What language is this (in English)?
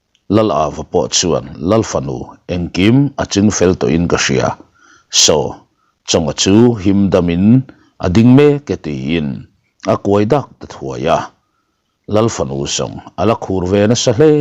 Mizo